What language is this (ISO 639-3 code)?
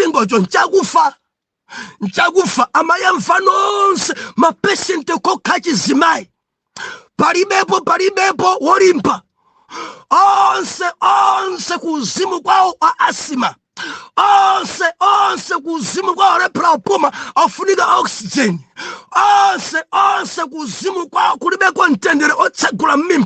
nya